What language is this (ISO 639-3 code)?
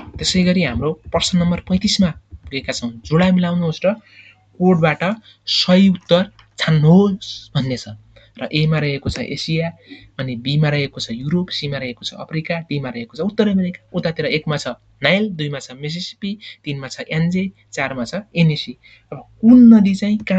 nep